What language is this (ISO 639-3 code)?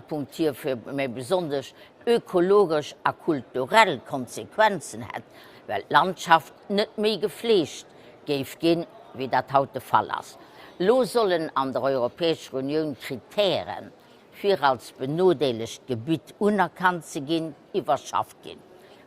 ltz